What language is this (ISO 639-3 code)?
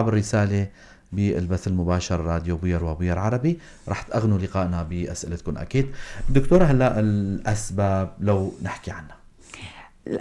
apc